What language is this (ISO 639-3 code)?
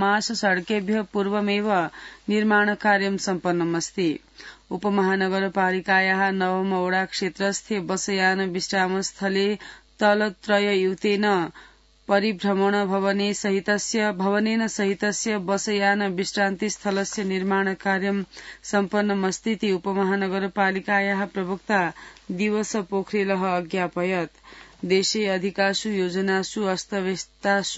san